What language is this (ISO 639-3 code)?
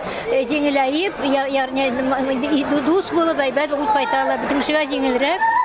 tat